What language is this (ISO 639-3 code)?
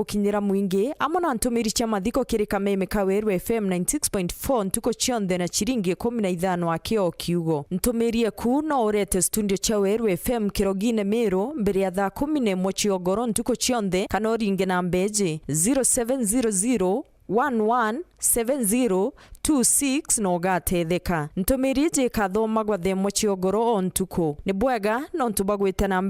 mer